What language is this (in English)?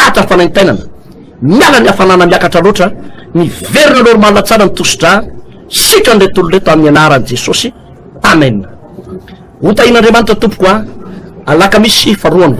Malagasy